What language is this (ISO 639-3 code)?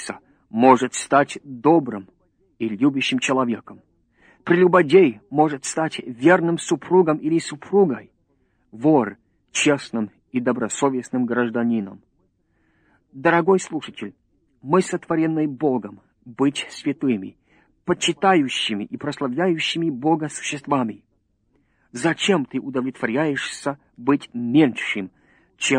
rus